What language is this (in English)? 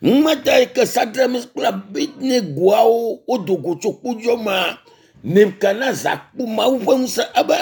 Ewe